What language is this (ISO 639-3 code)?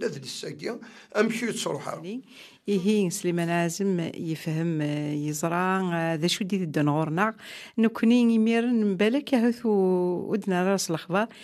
kab